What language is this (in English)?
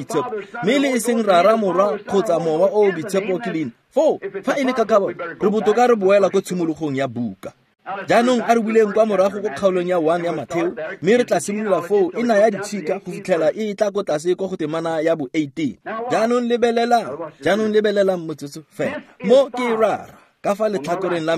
Tswana